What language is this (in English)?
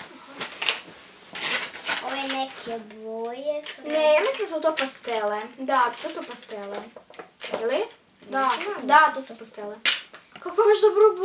Croatian